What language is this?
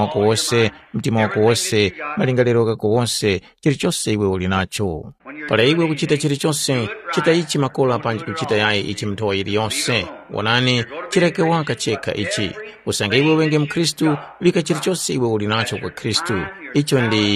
Tumbuka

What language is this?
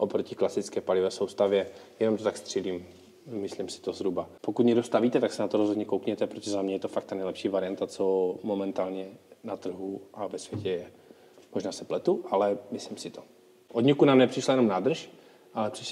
Czech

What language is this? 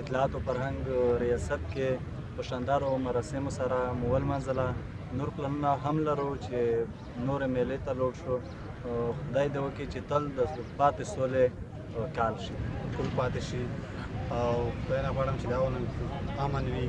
Pashto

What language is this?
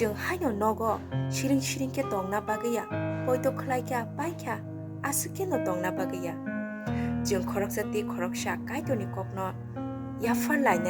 Kok Borok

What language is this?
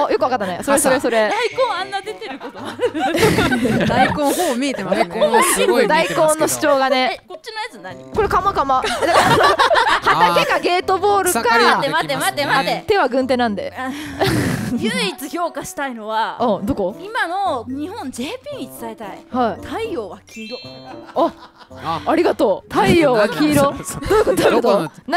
Japanese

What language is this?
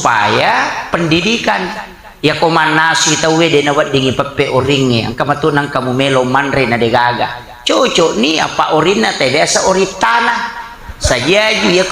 Buginese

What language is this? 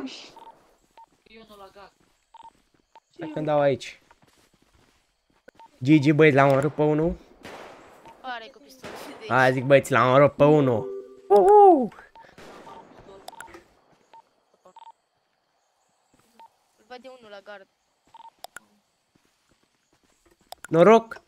Romanian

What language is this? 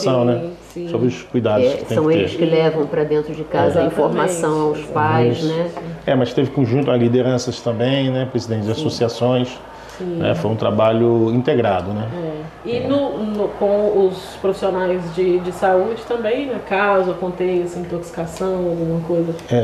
Portuguese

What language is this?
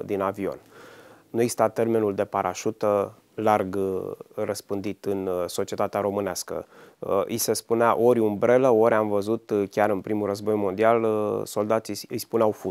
Romanian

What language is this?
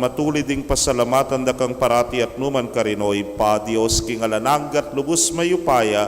Pampanga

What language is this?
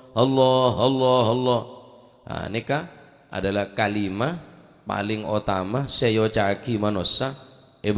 Madurese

